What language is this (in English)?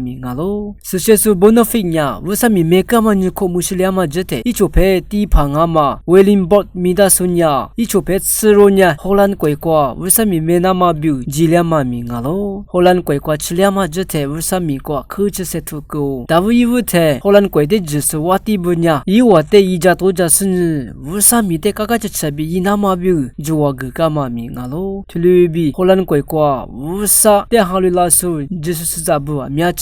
Lisu